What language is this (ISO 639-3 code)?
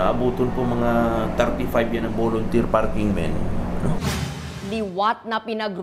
bik